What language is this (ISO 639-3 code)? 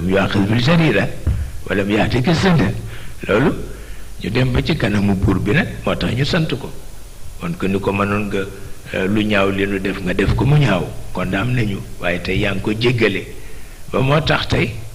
wol